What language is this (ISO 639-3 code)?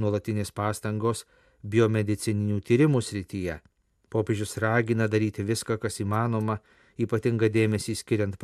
lit